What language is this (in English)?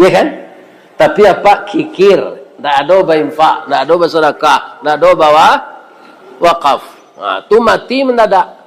Minangkabau